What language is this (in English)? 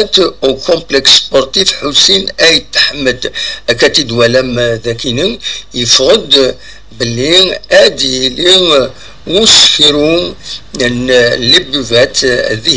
Kabyle